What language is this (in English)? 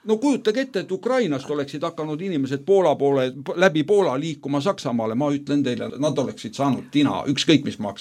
Estonian